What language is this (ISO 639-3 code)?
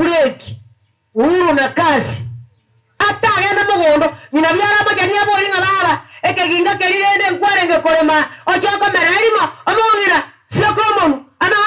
guz